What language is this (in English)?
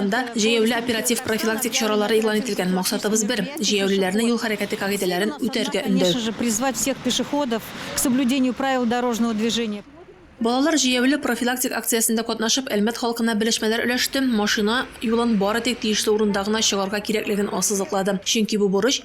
Tatar